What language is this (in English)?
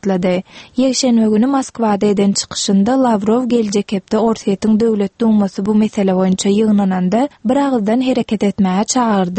Turkmen